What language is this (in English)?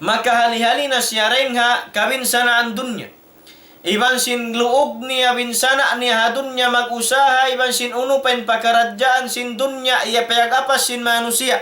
Tausug